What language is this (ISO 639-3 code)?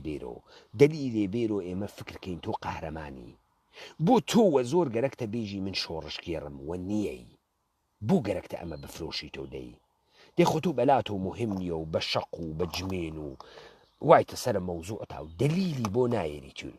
ckb